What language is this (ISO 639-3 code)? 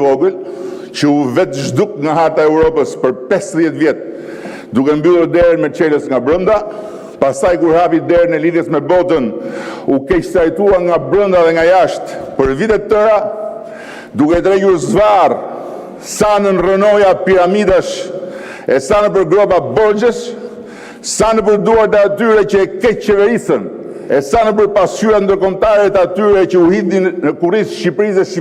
sqi